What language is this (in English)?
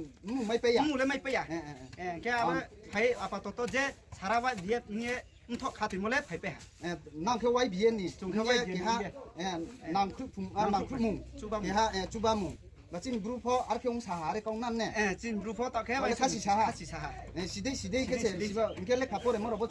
Riang (India)